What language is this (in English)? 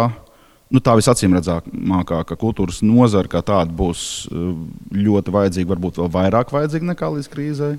Latvian